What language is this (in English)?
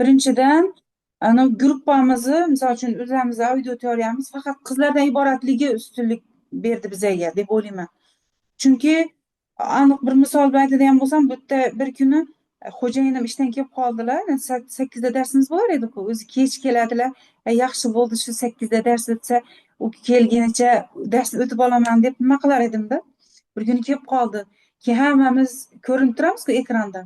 Uzbek